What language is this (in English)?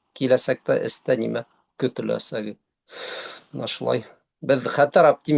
Bashkir